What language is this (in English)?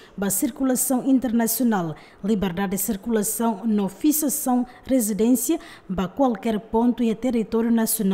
Tetum